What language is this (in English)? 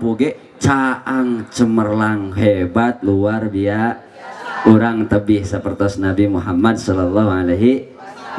Sundanese